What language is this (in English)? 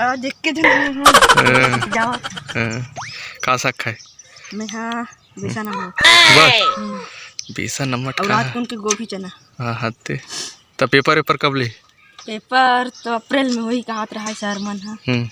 Chhattisgarhi